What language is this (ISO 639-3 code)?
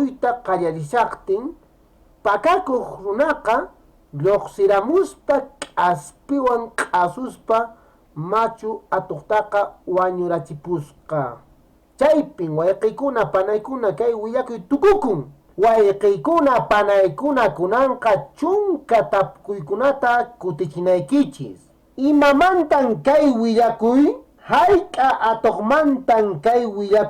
que